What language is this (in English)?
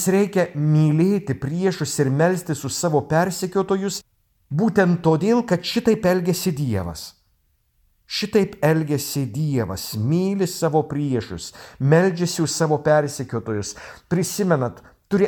Lithuanian